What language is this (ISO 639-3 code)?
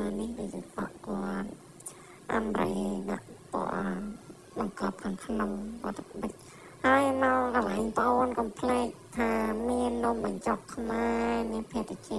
khm